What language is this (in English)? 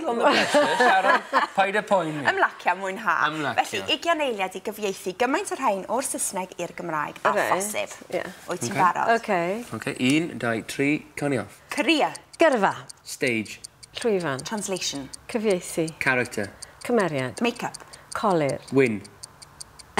Welsh